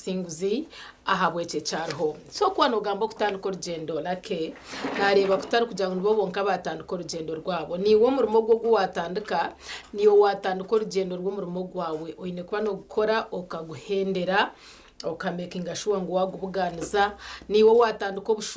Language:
Nyankole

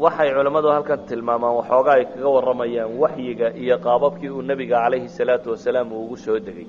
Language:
Somali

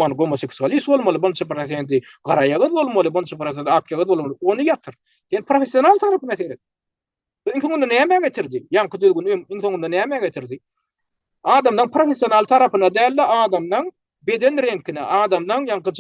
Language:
Turkmen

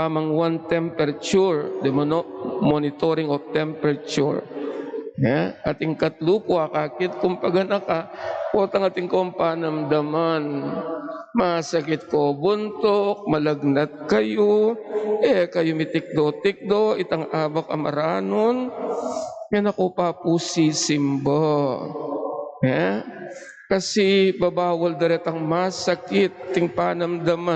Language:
Pampanga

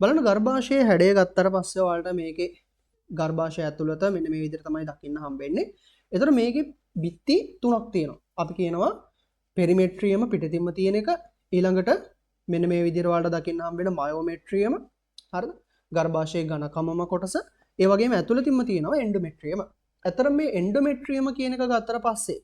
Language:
Sinhala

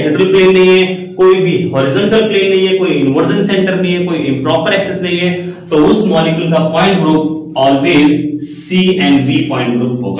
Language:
Hindi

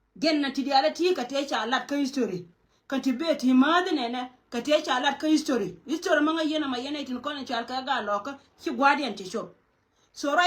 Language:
Nuer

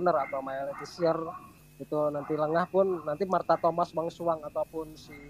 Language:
Indonesian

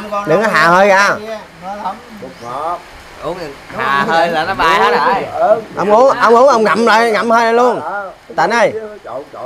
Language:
Vietnamese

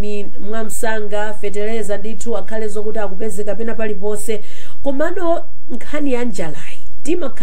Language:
Nyanja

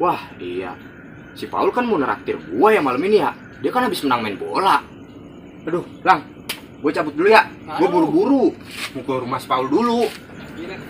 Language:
Betawi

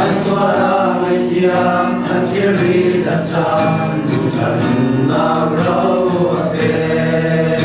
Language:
Hakha Chin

